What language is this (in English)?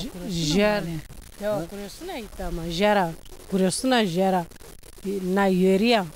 Zaza